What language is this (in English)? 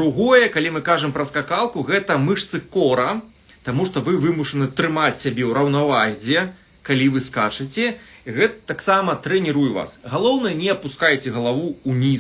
Belarusian